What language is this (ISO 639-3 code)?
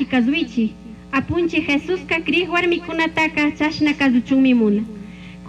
qug